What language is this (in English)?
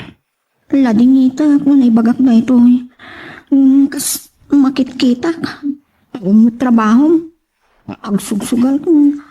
Iloko